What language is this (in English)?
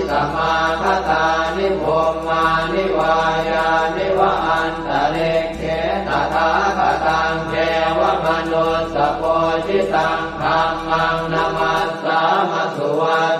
Pali